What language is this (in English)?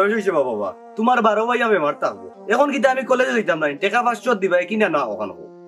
Sylheti